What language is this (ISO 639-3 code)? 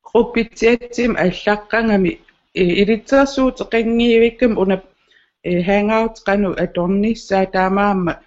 kal